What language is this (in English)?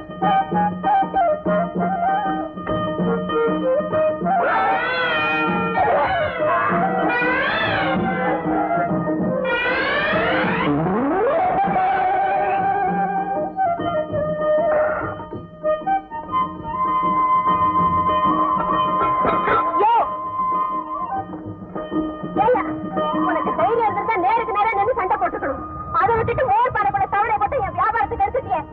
Tamil